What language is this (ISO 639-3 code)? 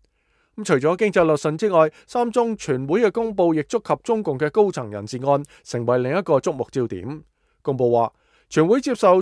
yue